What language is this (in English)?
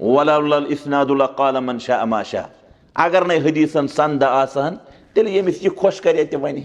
Kashmiri